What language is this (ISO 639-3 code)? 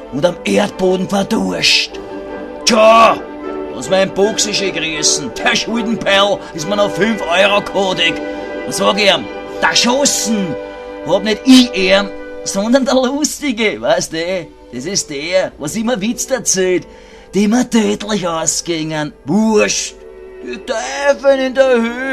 bar